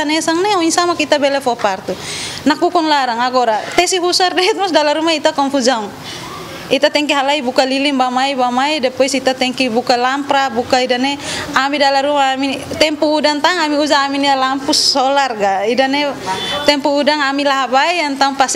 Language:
Tetum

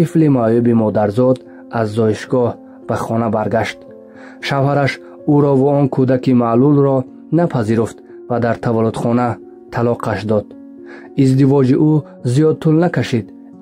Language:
Tajik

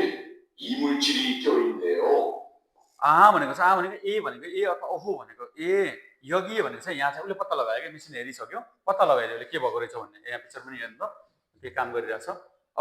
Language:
Nepali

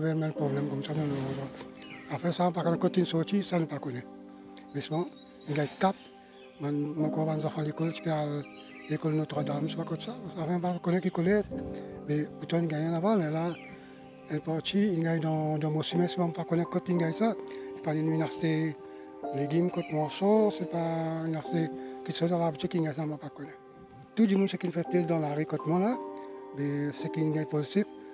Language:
Morisyen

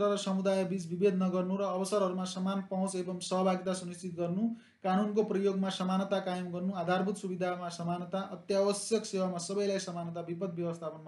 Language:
Nepali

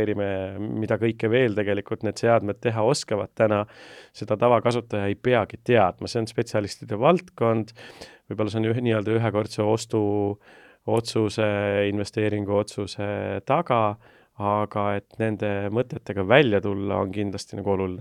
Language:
Estonian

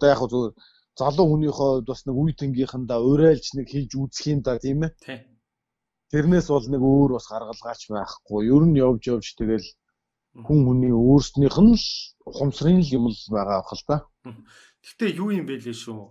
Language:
Mongolian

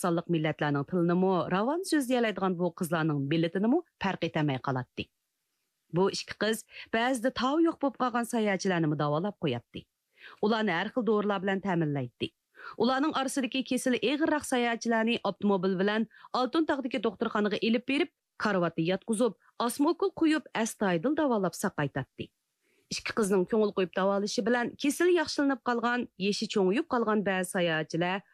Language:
Uyghur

